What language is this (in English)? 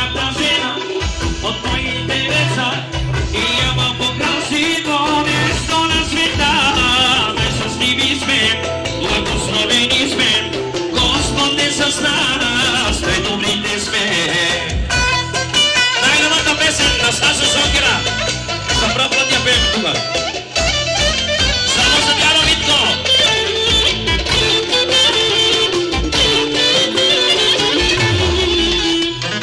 Bulgarian